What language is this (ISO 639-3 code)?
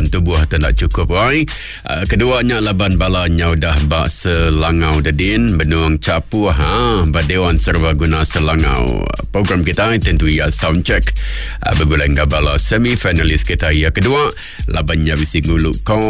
iba